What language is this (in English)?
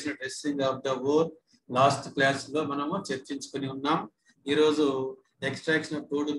Telugu